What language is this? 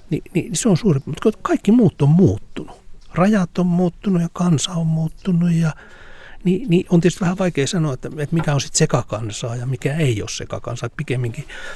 Finnish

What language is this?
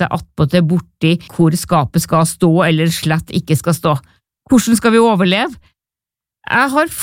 Norwegian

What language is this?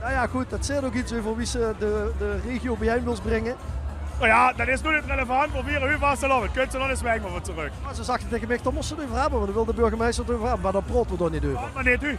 Limburgish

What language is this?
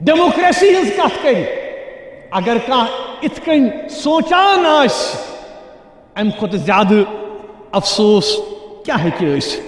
Kashmiri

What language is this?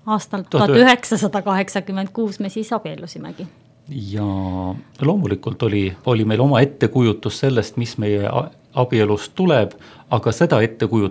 Estonian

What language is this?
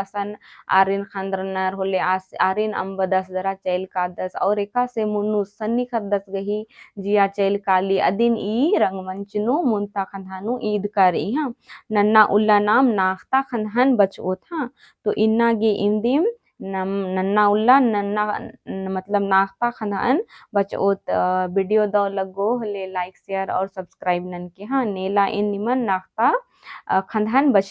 Kurukh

